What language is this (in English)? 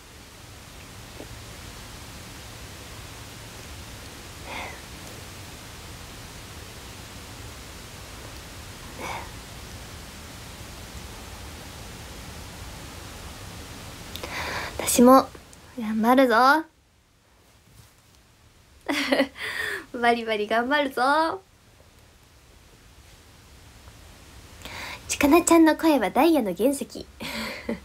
Japanese